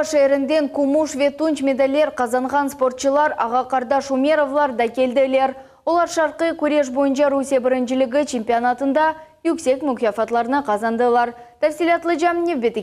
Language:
Crimean Tatar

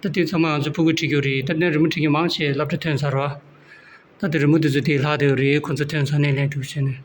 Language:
Tibetan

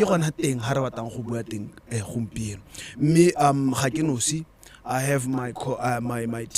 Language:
Tswana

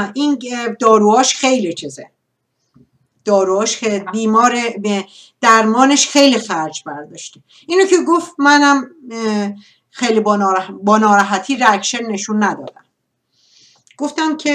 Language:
Persian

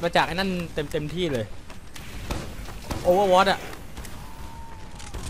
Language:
Thai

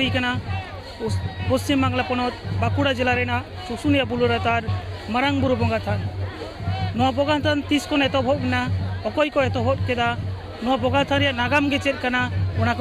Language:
Santali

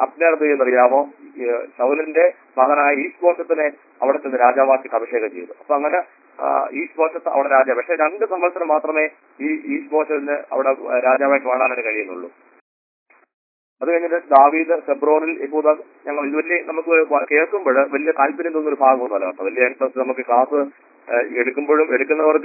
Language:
Malayalam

